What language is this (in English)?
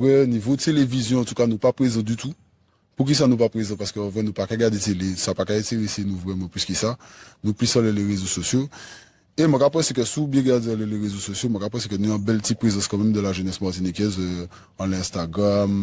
Guadeloupean Creole French